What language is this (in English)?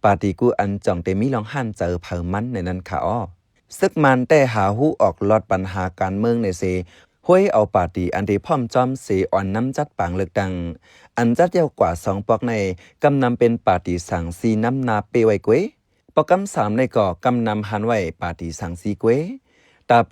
Shan